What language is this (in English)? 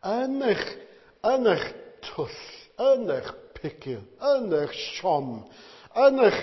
Welsh